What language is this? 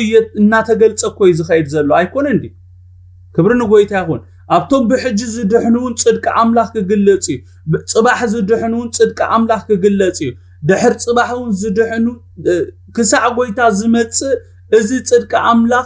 Tigrinya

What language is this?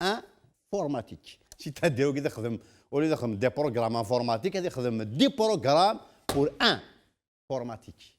Kabyle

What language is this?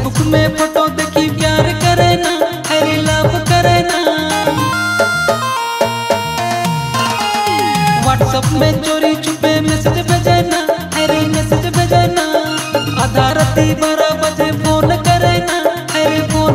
Bhojpuri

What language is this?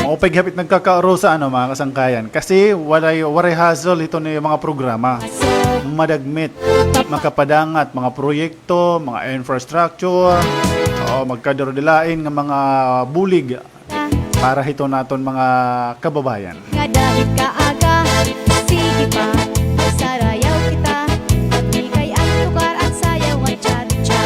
Waray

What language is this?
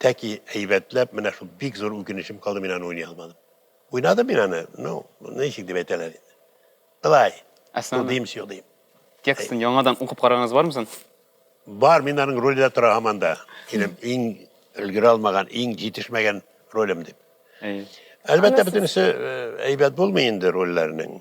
Tatar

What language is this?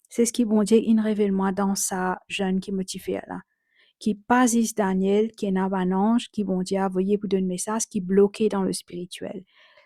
Morisyen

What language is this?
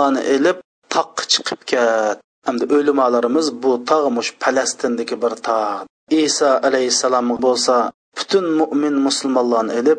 Uyghur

